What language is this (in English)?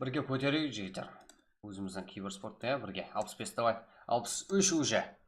Kara-Kalpak